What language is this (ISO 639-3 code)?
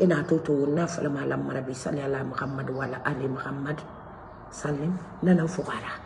man